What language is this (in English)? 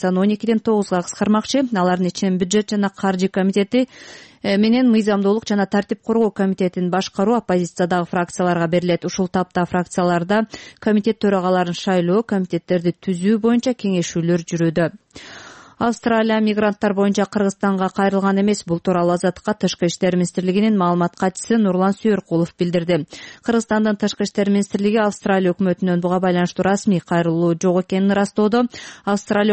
Kyrgyz